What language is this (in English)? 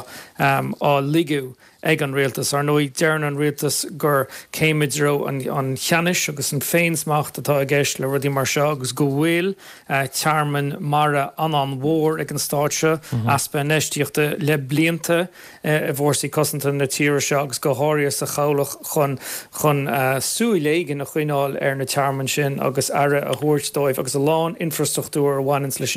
Irish